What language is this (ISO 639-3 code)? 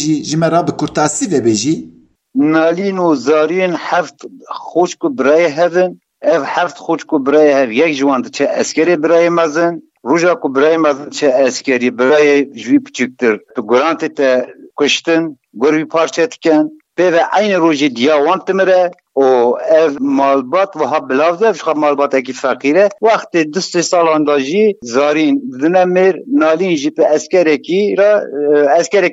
kur